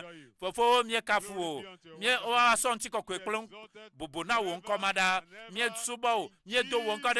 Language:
Ewe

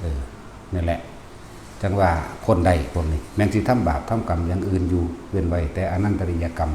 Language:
Northeastern Thai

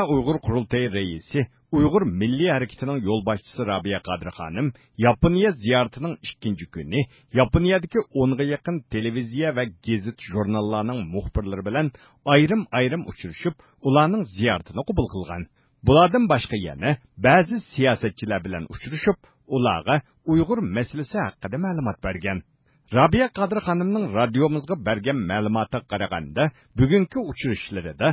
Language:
Uyghur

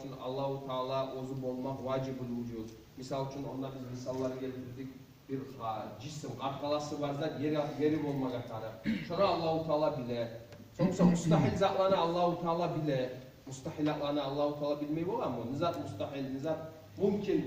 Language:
Kumyk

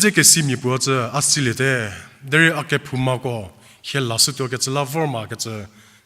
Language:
Angami Naga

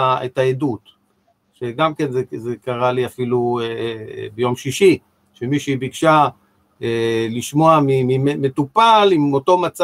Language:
Hebrew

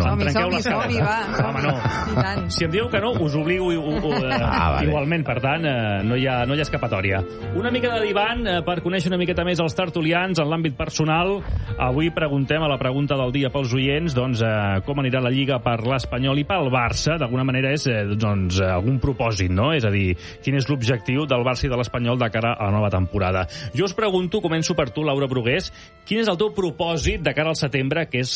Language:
Catalan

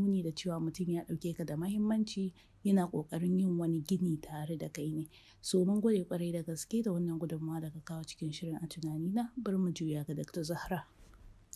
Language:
Hausa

